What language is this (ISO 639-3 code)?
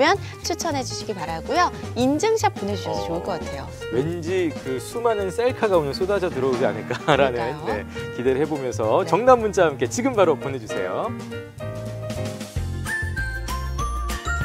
kor